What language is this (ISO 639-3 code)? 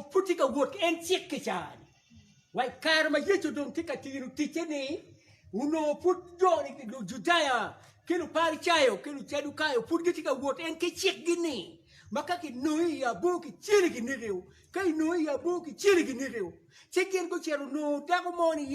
ach